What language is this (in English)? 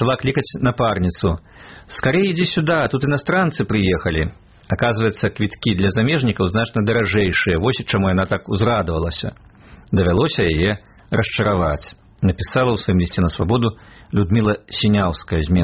Belarusian